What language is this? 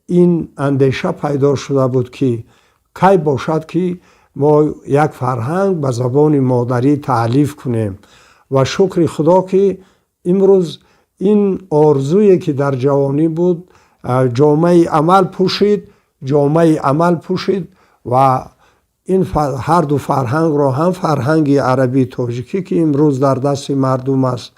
Tajik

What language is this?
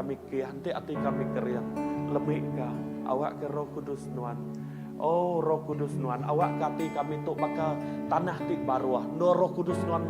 Iban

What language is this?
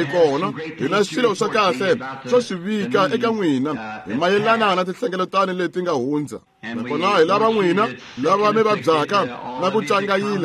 Tsonga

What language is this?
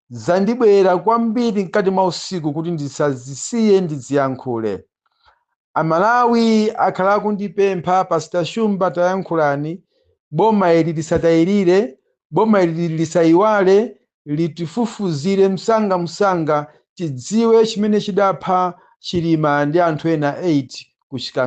Nyanja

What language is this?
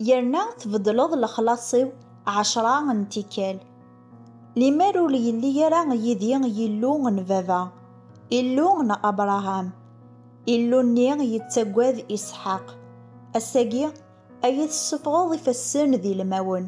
Kabyle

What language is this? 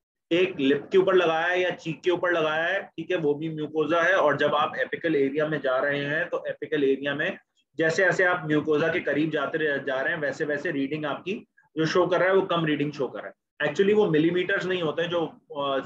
Hindi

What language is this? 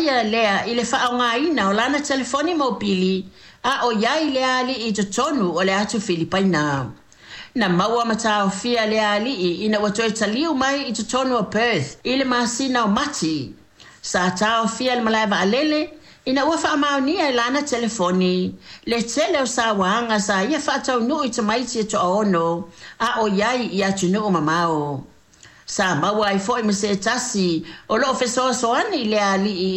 Samoan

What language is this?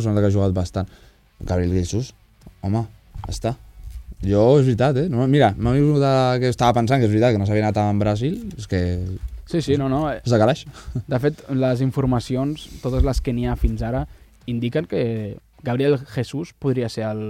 Catalan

